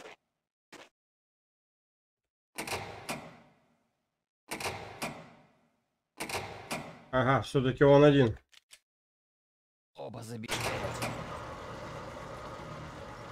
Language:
Russian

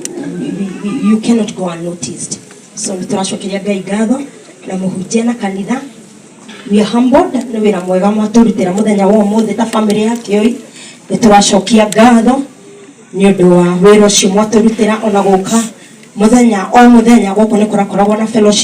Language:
Kikuyu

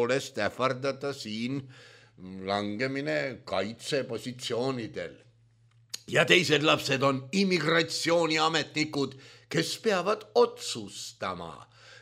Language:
Estonian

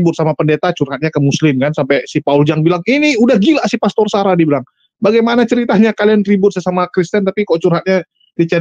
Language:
Indonesian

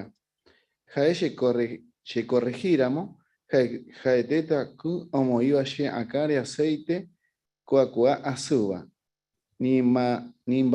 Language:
Guarani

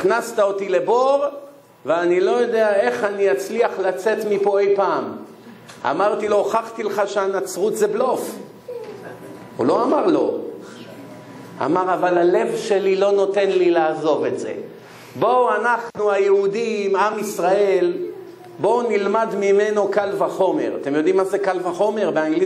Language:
Hebrew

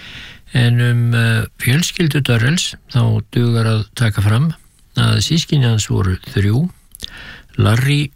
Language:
Icelandic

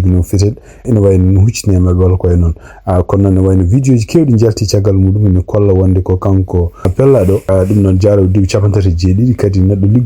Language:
Fula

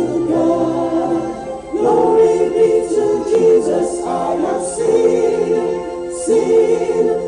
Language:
Ewe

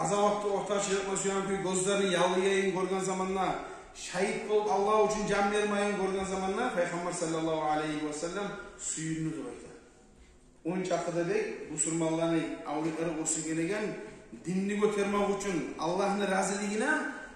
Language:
Kumyk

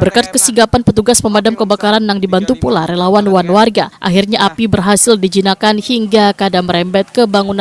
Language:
Banjar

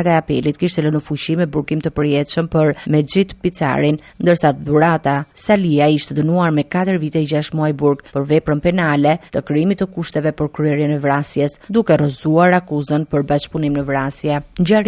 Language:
Albanian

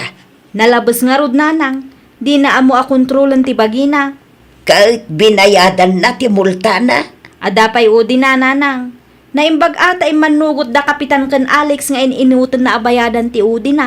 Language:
Iloko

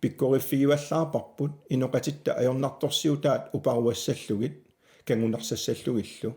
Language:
Kalaallisut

